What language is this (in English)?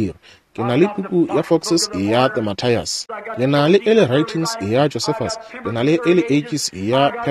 Northern Sotho